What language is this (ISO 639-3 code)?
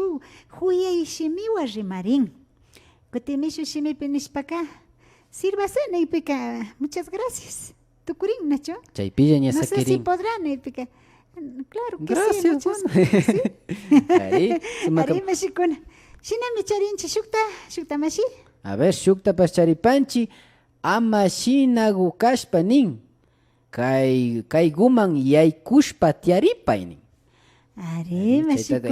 qvi